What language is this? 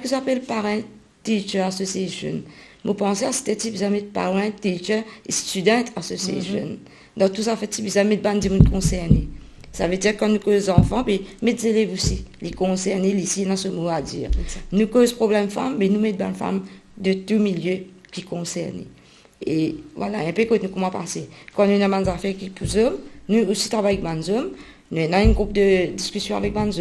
Morisyen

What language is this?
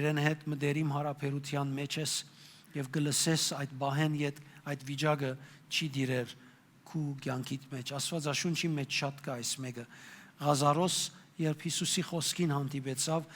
Western Armenian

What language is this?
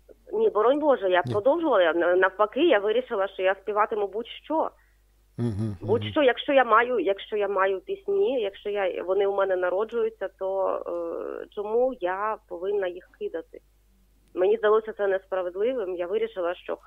Ukrainian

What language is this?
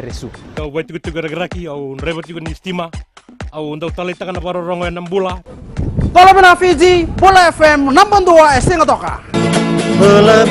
Fijian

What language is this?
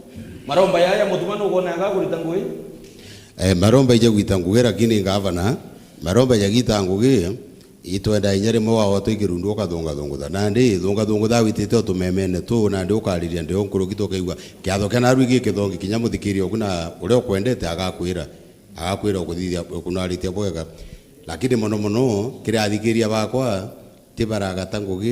Meru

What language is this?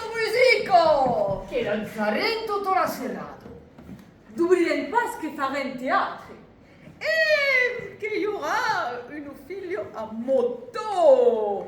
Occitan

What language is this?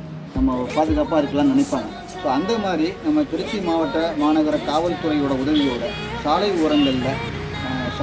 Tamil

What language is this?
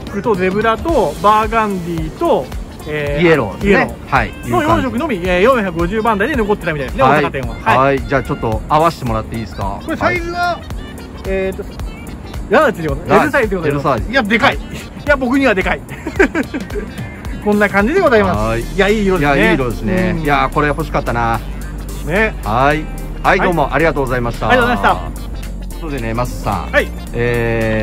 Japanese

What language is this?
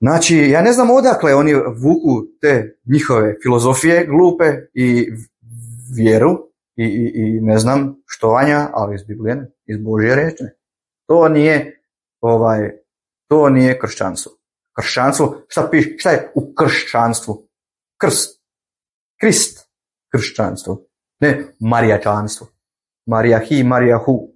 Bosnian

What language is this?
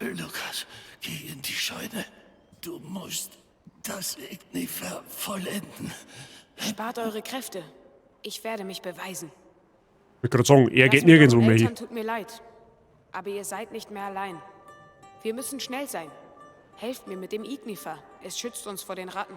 Bavarian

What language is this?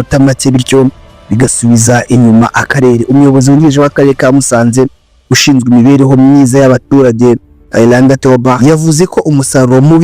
Kinyarwanda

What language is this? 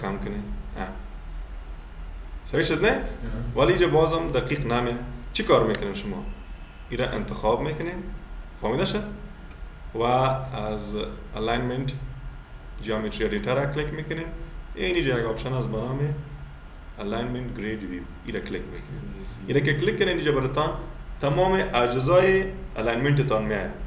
Persian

